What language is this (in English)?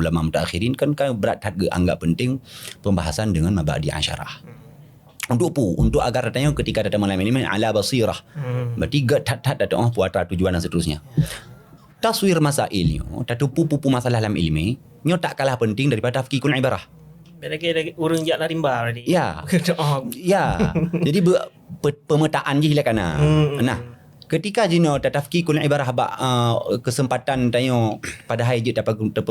Achinese